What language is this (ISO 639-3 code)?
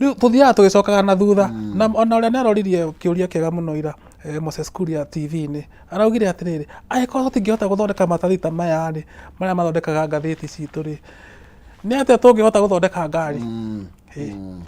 kik